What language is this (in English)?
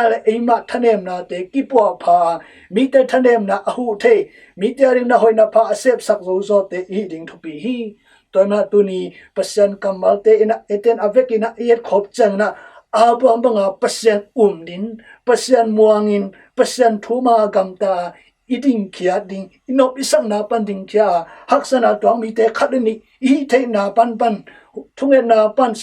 Tedim Chin